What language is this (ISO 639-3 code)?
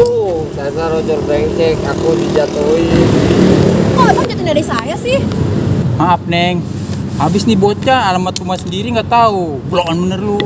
bew